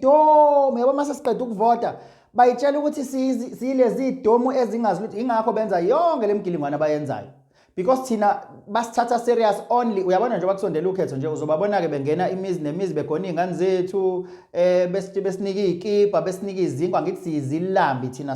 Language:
Zulu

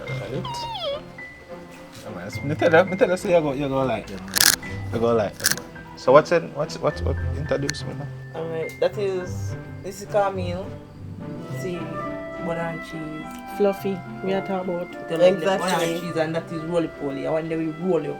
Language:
Jamaican Creole English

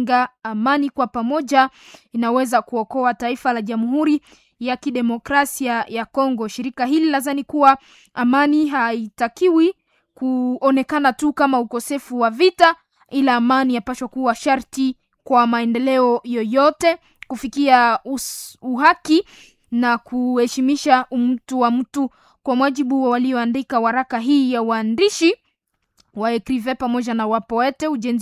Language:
Swahili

